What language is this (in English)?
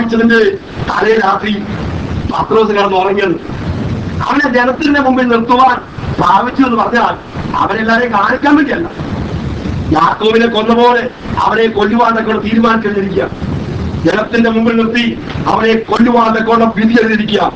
Malayalam